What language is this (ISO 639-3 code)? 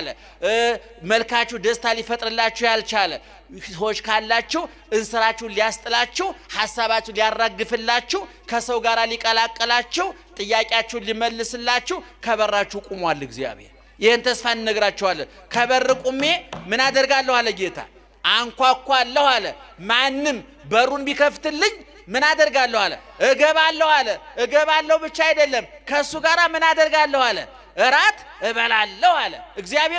amh